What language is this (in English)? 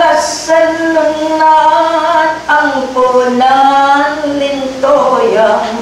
Pampanga